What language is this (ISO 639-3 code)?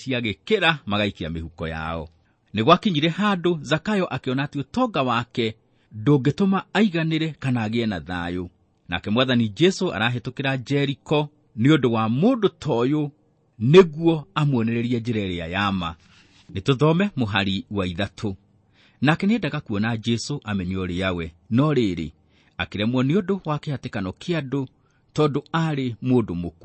kik